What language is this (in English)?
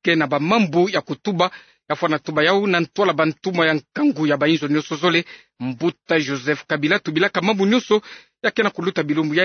Kituba (Democratic Republic of Congo)